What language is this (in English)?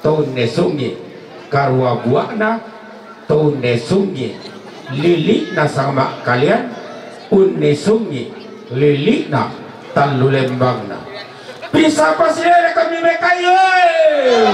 Toraja-Sa'dan